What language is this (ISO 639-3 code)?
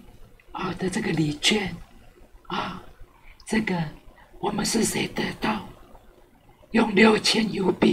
zho